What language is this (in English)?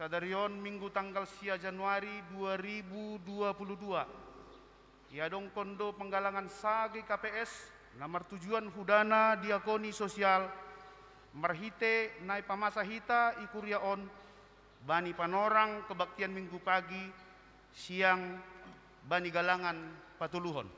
Batak Simalungun